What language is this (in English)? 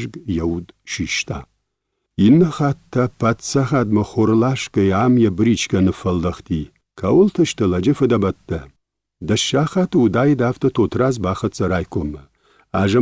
Ossetic